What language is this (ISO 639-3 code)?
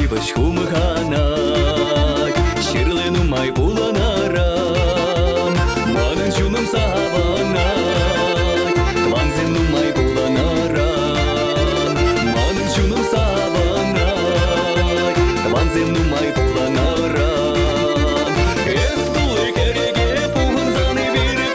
chv